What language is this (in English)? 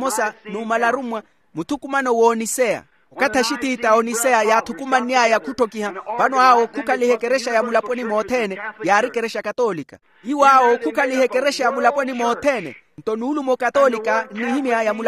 Makhuwa